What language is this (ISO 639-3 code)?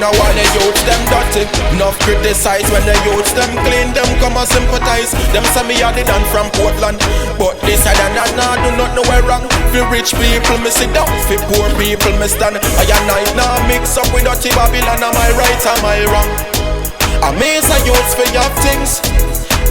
jam